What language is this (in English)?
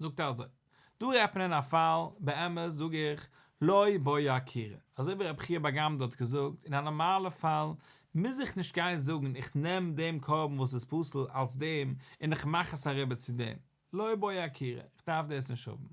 Yiddish